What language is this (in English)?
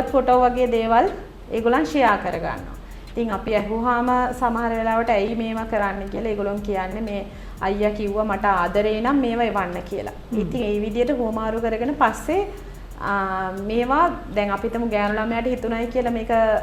Sinhala